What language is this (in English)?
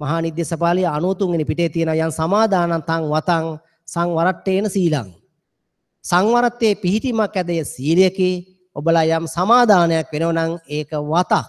Sinhala